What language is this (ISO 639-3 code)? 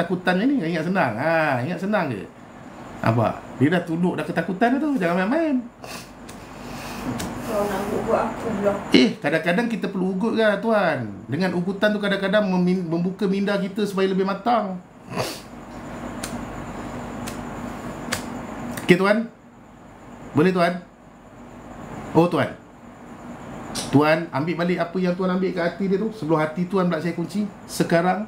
msa